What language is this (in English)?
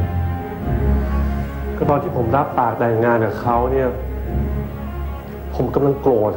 Thai